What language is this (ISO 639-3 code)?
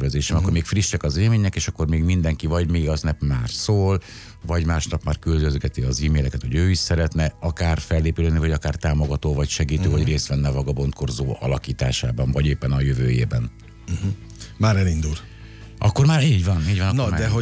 hun